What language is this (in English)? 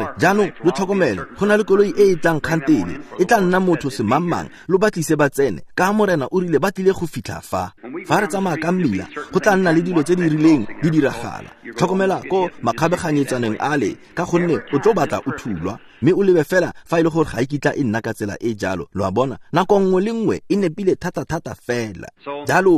Tswana